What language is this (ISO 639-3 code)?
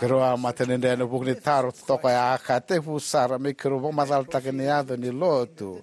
fij